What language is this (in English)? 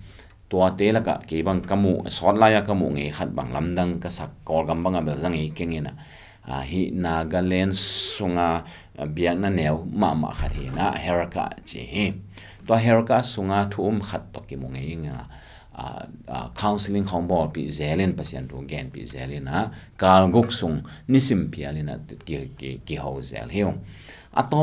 Tedim Chin